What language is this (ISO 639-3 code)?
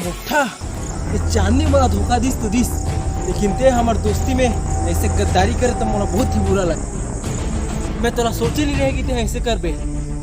hne